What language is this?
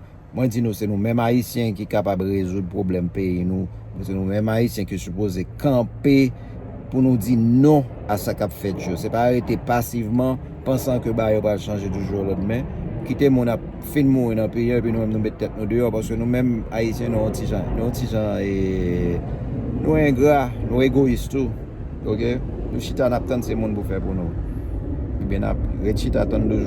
Haitian Creole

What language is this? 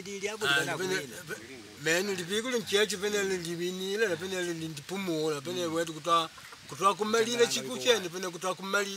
Makonde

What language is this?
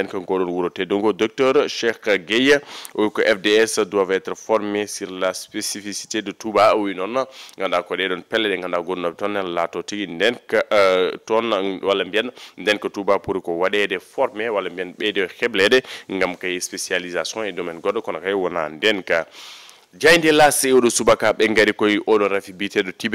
Fula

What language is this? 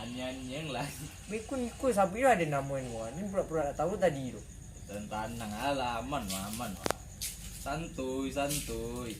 Minangkabau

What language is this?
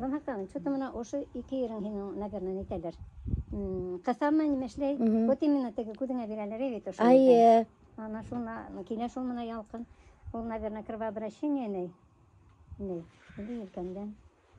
Bashkir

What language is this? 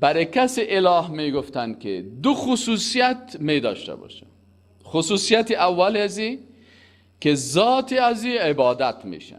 Persian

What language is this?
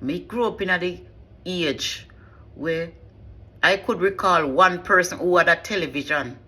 Jamaican Creole English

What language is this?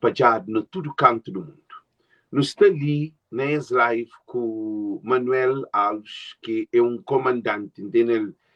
Kabuverdianu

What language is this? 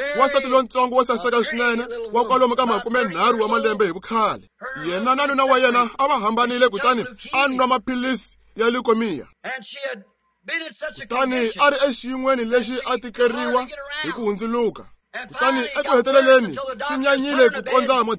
Tsonga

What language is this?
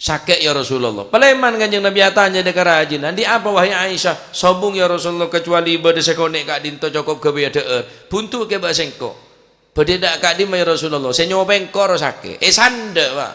Madurese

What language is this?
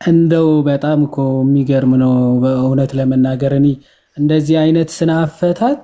Amharic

